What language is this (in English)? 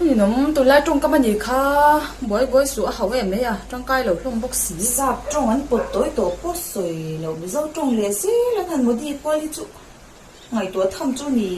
Mizo